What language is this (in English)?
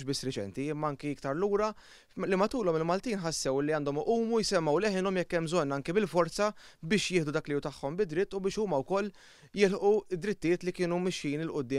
Maltese